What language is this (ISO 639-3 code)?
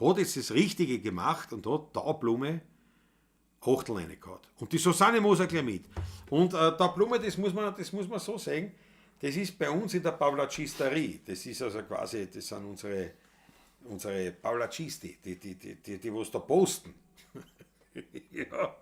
bar